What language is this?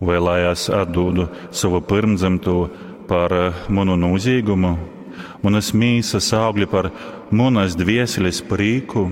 Latgalian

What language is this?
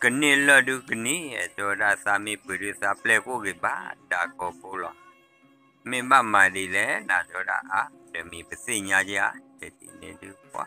S'gaw Karen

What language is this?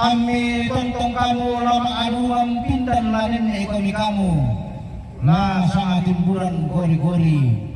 Toraja-Sa'dan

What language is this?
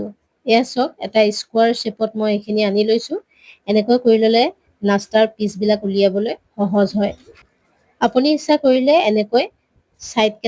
Assamese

